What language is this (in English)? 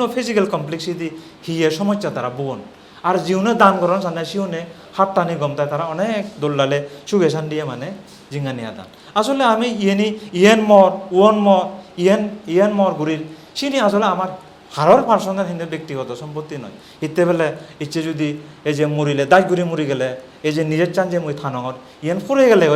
Chakma